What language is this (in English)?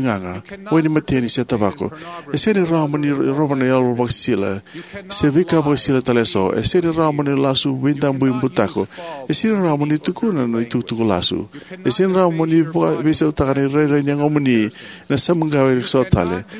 Fijian